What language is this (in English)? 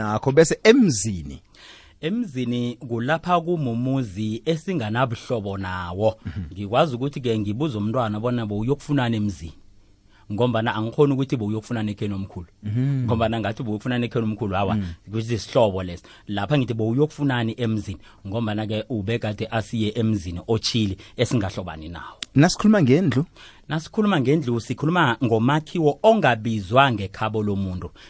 South Ndebele